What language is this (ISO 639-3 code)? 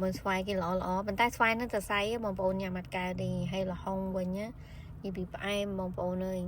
khm